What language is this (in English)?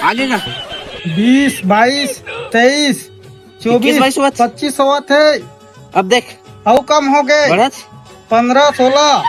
Chhattisgarhi